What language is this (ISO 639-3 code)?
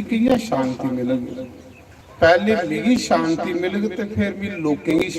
doi